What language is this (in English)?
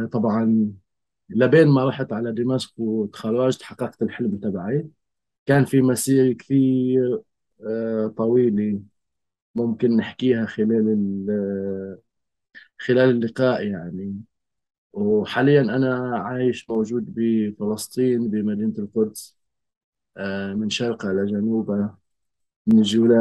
North Levantine Arabic